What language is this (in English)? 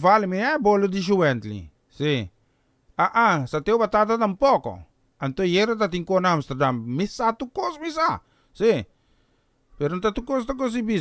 Papiamento